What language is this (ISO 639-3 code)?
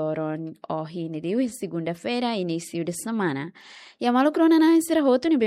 tet